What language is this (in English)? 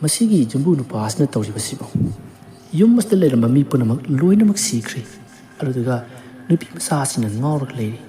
Manipuri